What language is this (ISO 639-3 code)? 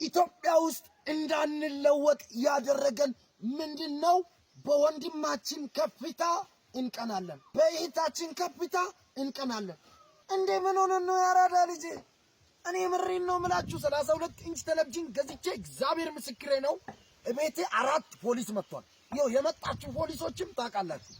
amh